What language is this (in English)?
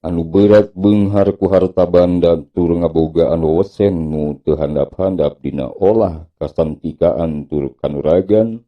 Sundanese